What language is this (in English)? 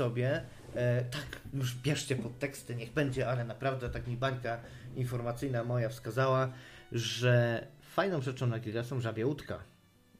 Polish